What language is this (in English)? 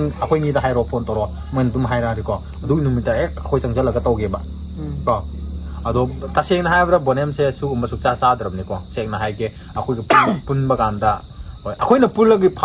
Manipuri